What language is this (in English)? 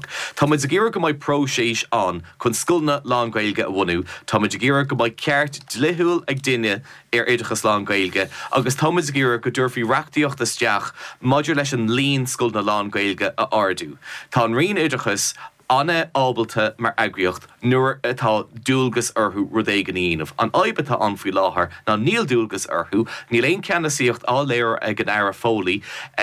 Irish